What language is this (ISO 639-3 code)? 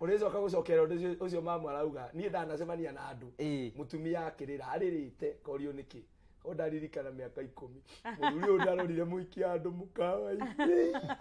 kik